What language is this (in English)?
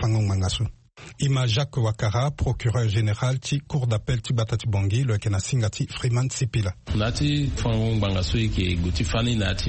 Sango